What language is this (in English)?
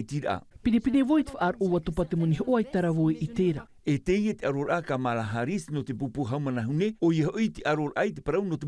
Tahitian